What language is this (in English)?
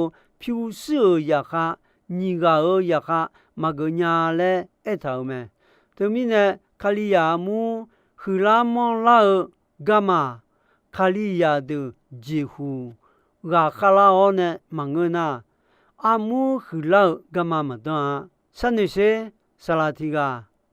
Akha